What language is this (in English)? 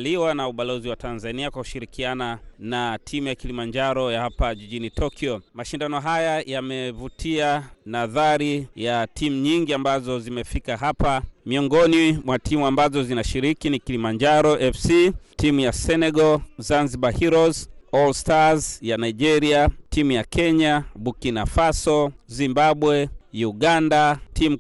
Swahili